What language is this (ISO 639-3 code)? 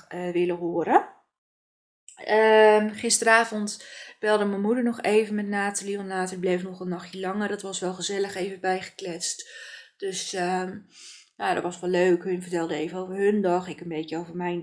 nld